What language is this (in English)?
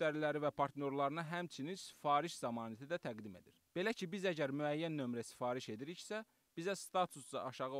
Azerbaijani